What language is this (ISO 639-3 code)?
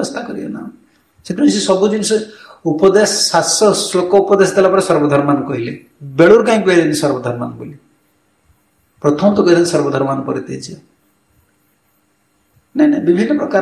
ori